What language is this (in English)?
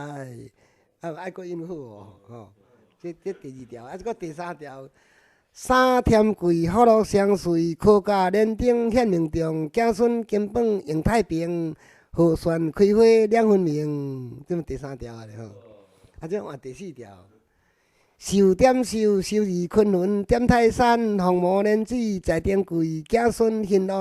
Min Nan Chinese